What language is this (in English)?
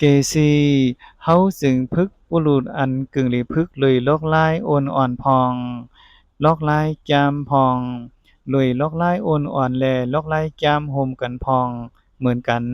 Shan